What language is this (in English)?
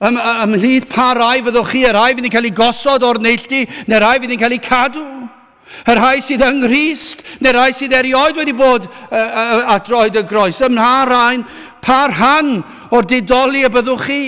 Welsh